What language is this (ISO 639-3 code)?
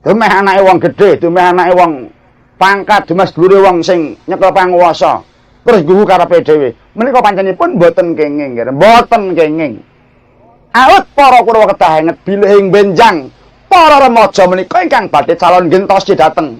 jav